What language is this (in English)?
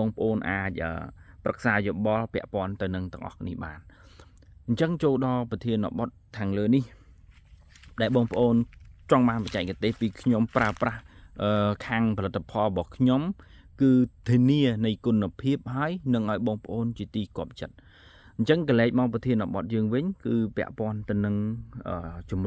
Khmer